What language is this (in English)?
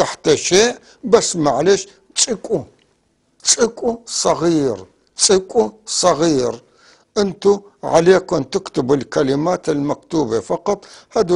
North Levantine Arabic